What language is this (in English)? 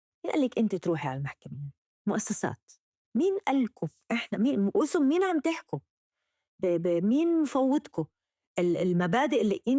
North Levantine Arabic